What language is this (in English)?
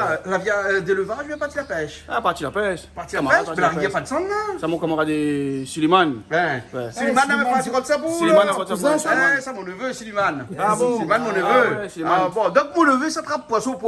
Réunion Creole French